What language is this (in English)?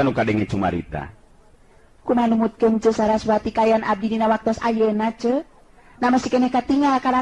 Sundanese